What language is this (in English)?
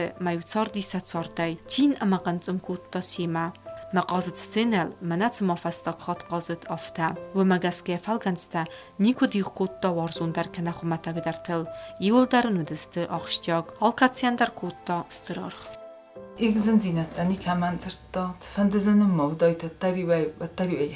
Ossetic